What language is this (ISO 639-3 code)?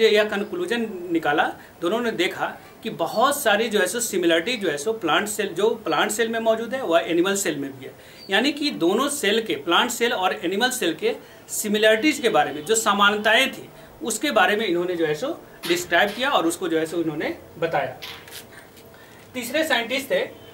hin